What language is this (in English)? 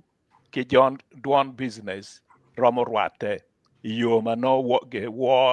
Acoli